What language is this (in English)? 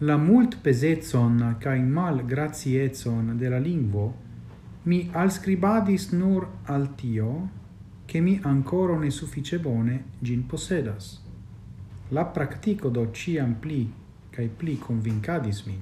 Esperanto